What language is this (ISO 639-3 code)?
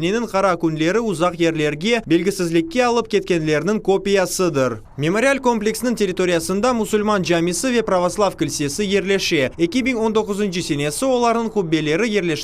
crh